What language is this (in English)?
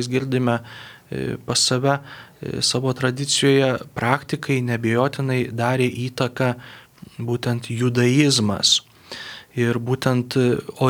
Lithuanian